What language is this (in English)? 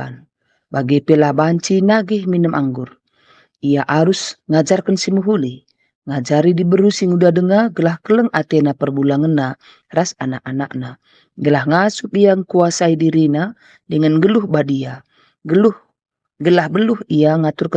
Batak Karo